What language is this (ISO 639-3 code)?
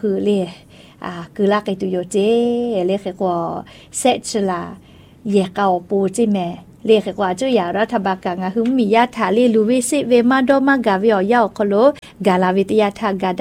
tha